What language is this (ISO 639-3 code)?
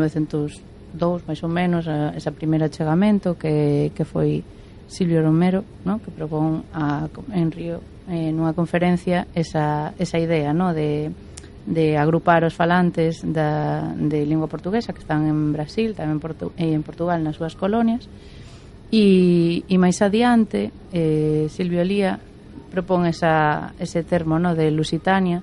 glg